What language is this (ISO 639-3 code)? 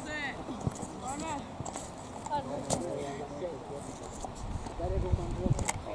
swe